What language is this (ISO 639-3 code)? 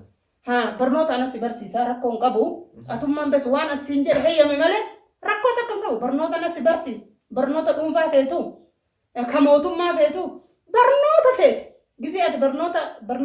orm